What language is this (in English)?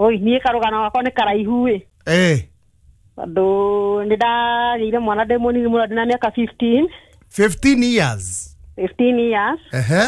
Kikuyu